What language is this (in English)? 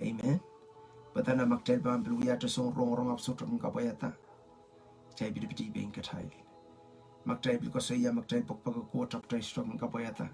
Pohnpeian